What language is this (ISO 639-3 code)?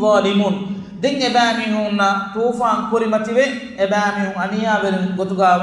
div